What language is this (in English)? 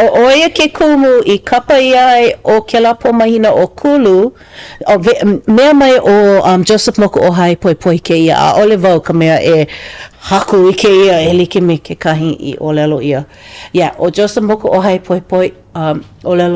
Hawaiian